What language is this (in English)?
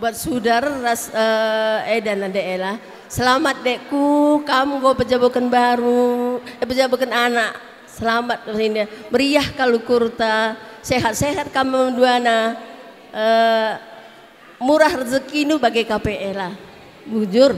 Batak Karo